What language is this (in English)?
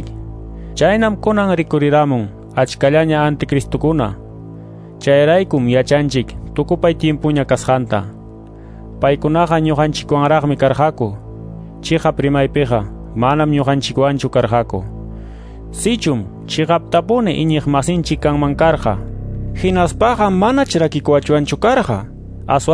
Quechua